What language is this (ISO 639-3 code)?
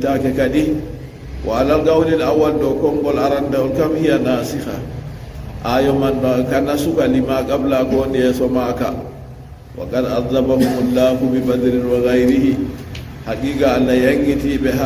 ful